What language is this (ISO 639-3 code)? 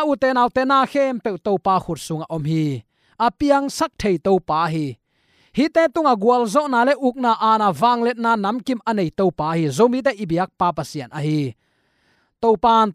ctd